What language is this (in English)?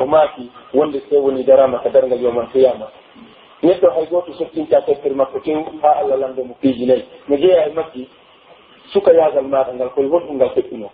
Pular